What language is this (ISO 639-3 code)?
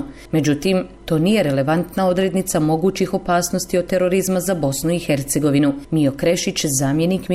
bos